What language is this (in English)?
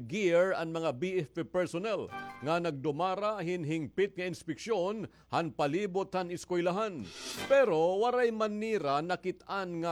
Waray